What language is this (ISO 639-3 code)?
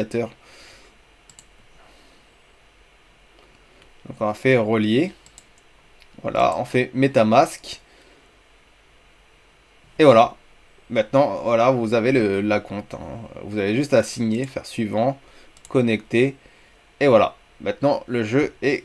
fra